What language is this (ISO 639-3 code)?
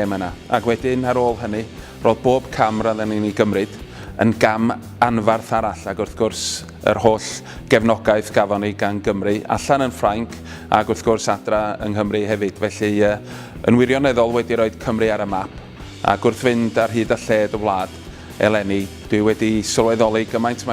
cym